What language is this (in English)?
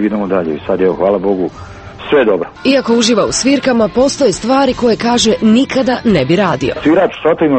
Croatian